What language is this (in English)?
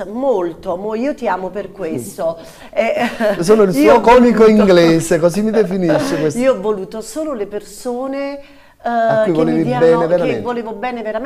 Italian